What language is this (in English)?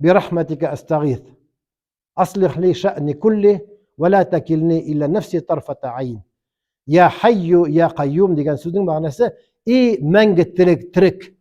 Tatar